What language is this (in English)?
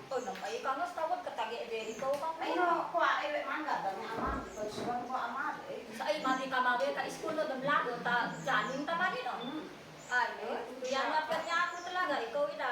Isnag